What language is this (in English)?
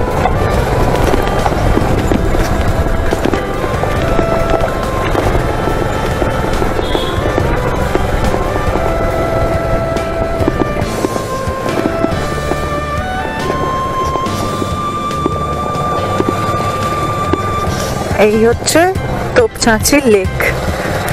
Bangla